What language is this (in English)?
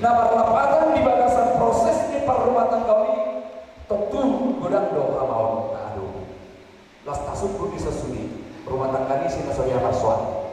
Batak Toba